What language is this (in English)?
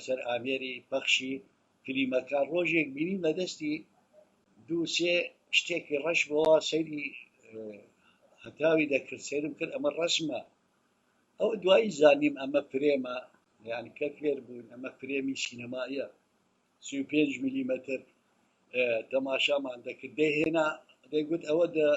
Central Kurdish